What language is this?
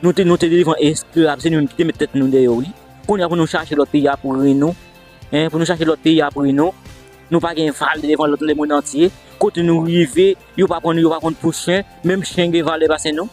Haitian Creole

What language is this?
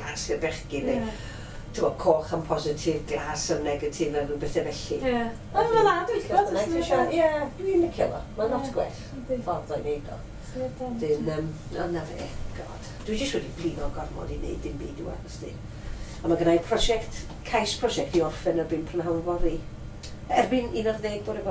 Welsh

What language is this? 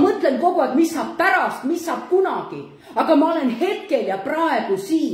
Estonian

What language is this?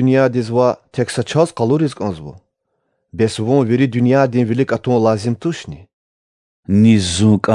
Lezghian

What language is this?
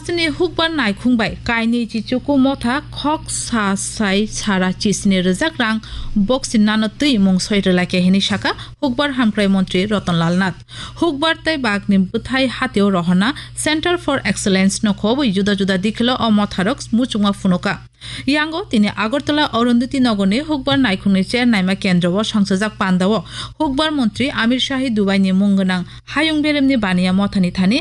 Kok Borok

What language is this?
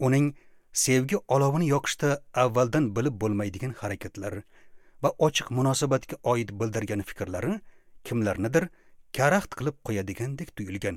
Uzbek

